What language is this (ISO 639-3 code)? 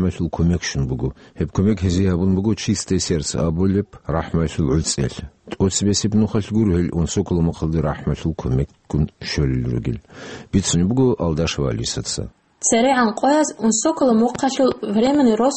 ava